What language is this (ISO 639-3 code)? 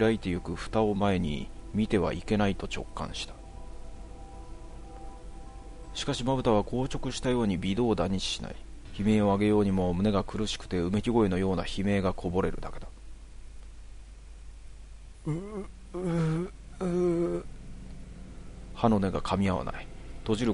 jpn